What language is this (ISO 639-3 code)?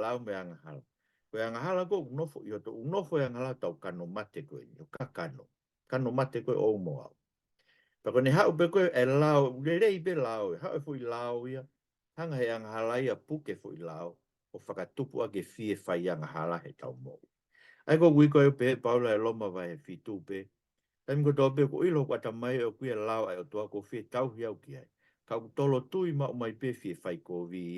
ton